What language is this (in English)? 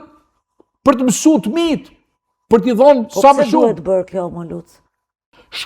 Albanian